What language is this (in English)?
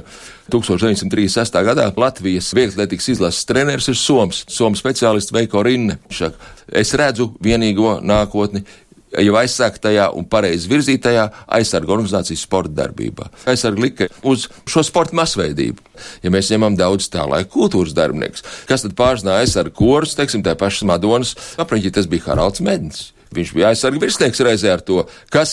Latvian